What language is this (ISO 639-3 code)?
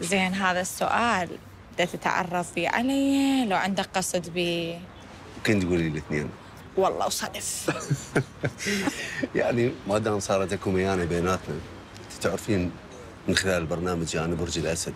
acm